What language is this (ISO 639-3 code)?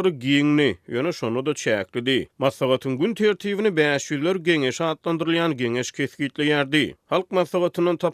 tuk